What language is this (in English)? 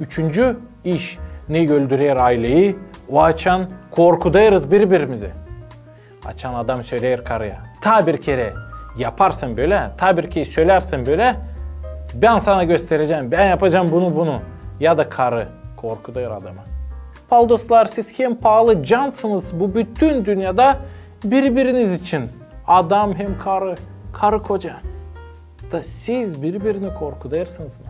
Gagauz